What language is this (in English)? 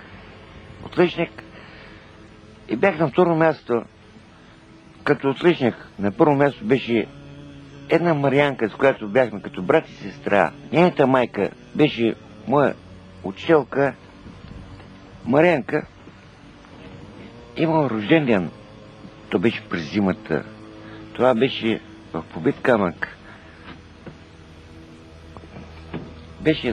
Bulgarian